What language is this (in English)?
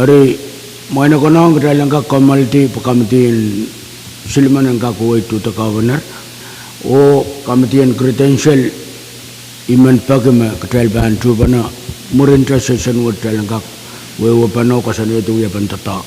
Pohnpeian